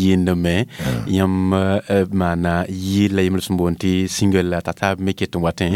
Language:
Mossi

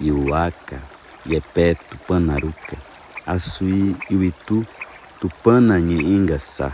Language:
Nheengatu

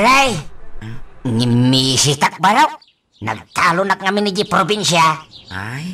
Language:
Iloko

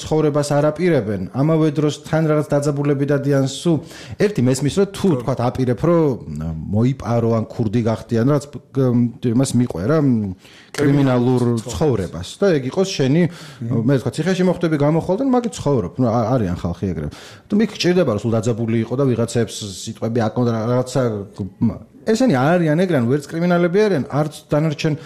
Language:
Georgian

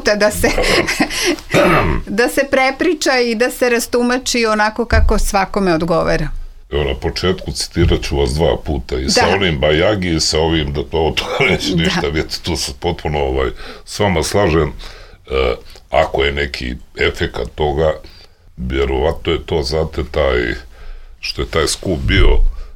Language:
Serbian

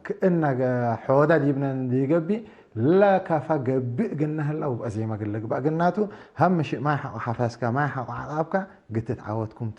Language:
Tigre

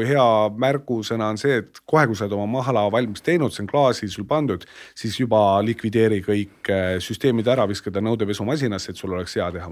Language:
Estonian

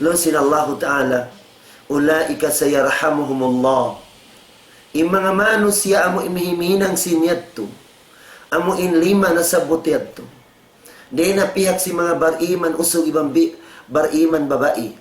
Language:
Tausug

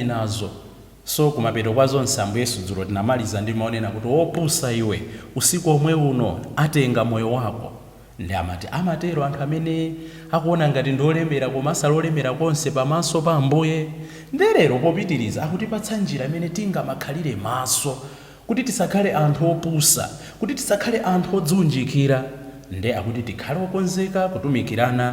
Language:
Nyanja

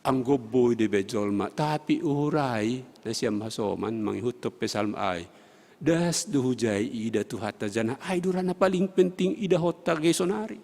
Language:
Batak Simalungun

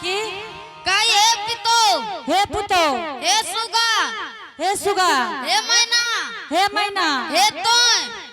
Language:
Angika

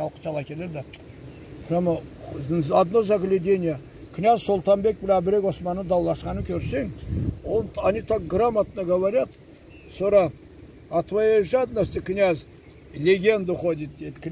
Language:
Karachay-Balkar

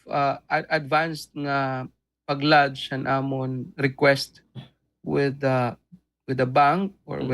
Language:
Waray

